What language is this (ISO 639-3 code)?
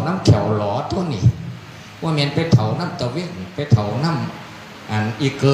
tts